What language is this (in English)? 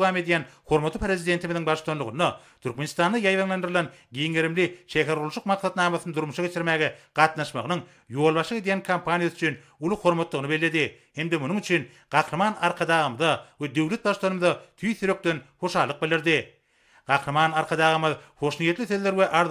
Turkmen